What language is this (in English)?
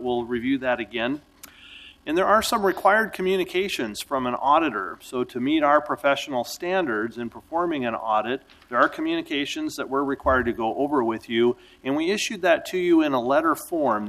English